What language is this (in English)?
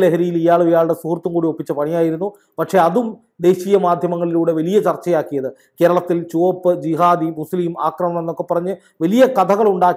Malayalam